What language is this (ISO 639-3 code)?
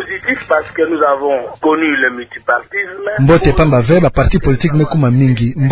ktu